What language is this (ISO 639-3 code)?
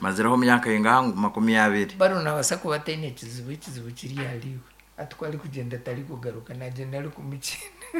nyn